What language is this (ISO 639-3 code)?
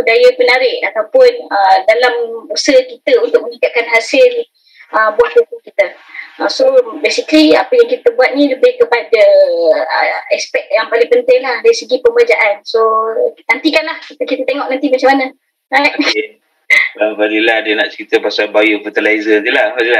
msa